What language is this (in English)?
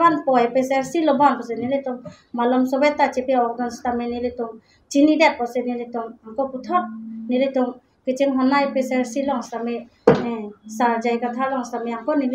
Karbi